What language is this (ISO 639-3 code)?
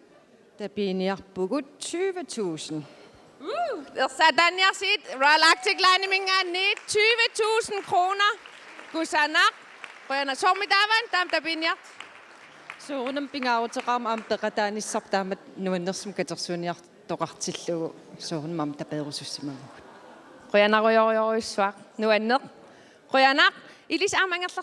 kal